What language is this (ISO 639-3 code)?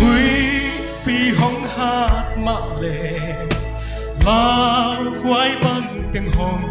pck